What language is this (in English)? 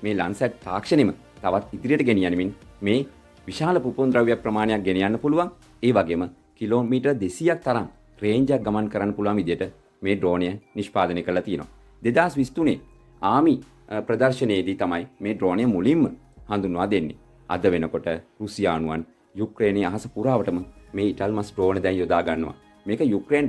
Sinhala